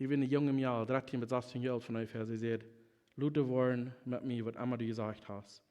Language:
Plautdietsch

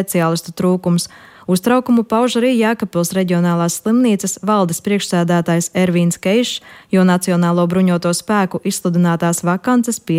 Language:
Latvian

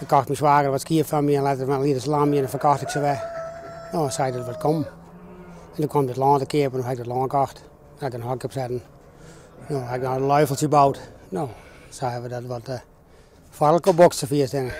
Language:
Western Frisian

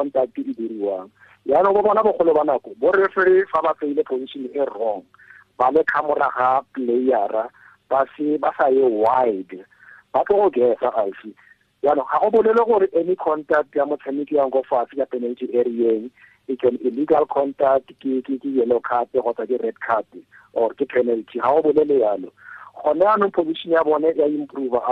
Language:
Tswana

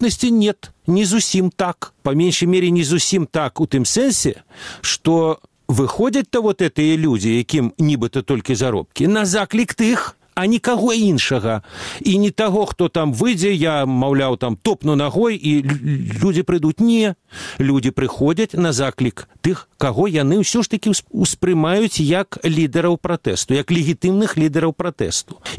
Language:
Belarusian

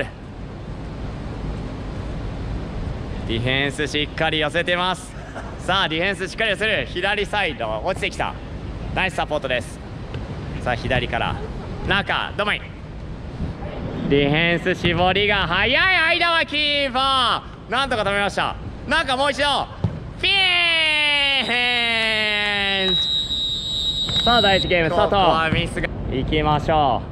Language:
Japanese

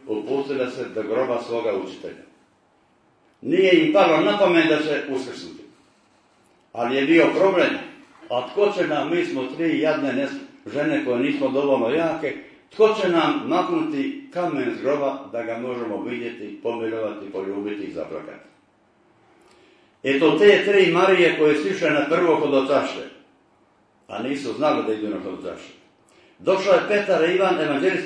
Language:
Croatian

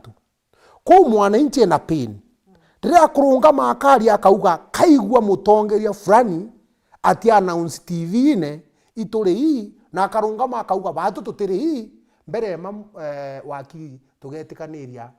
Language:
Meru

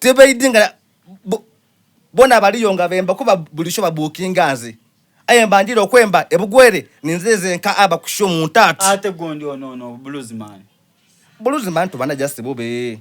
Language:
Soga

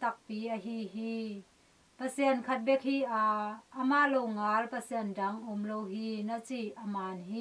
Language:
Tedim Chin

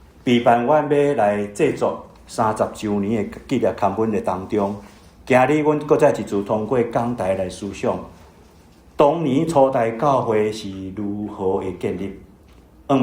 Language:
Min Nan Chinese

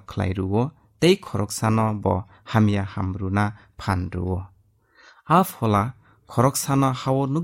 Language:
Kok Borok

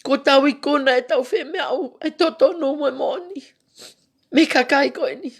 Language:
Tongan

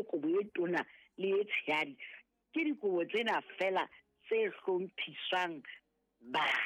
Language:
Southern Sotho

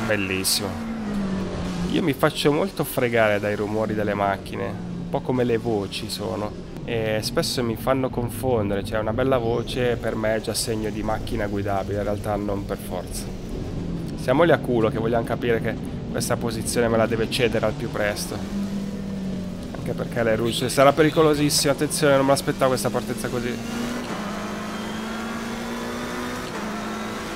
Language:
Italian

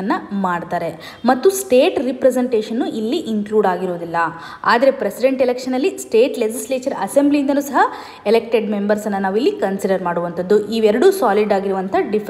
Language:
Kannada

